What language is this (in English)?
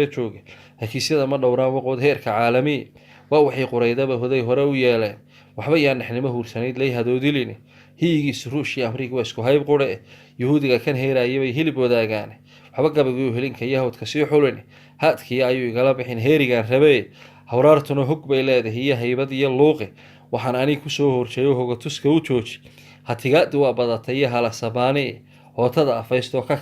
Somali